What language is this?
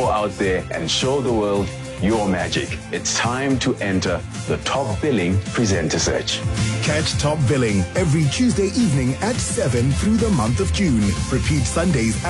English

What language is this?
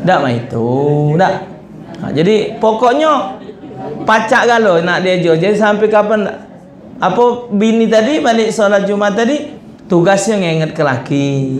Musi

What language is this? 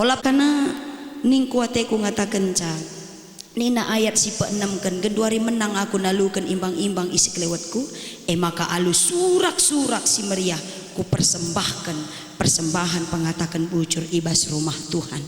Batak Karo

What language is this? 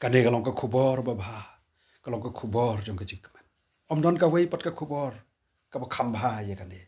Khasi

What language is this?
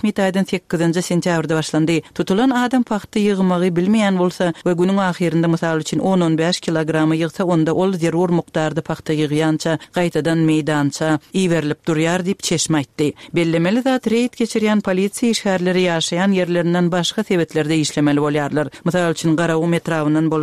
Turkmen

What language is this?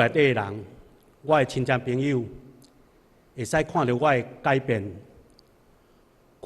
Min Nan Chinese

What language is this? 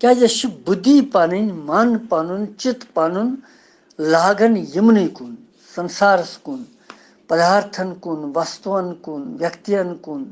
Kashmiri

